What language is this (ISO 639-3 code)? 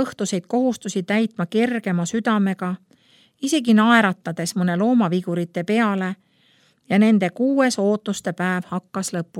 est